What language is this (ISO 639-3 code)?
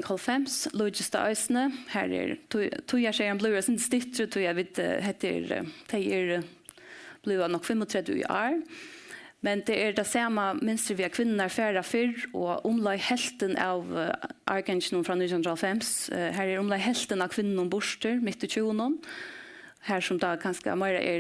fao